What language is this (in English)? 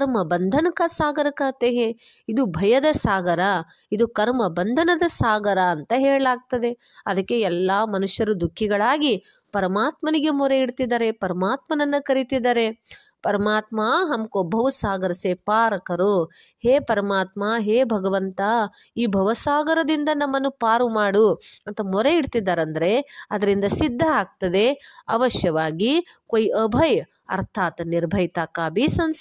Kannada